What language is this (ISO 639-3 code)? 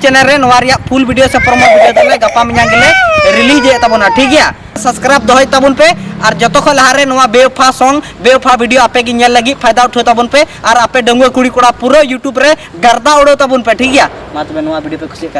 sat